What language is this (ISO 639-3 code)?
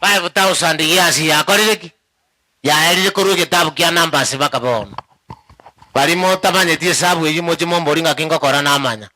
guz